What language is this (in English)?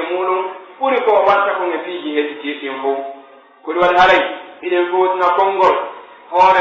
Pular